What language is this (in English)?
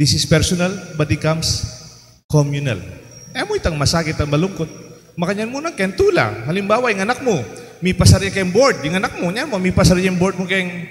Pampanga